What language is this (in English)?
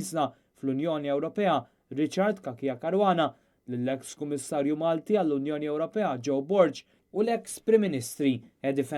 Maltese